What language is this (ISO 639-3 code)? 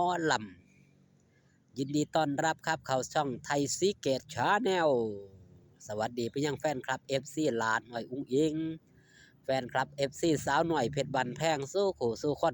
tts